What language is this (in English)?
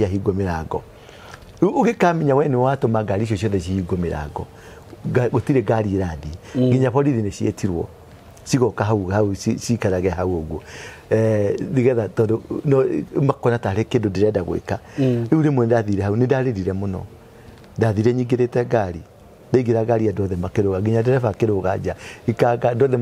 Kikuyu